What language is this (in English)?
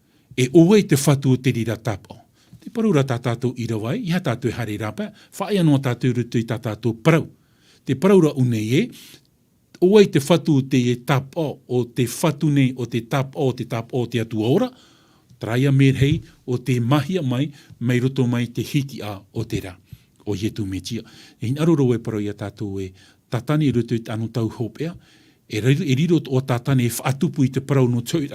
Tahitian